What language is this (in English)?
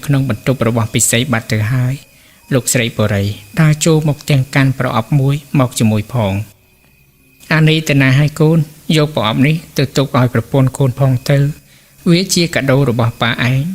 Khmer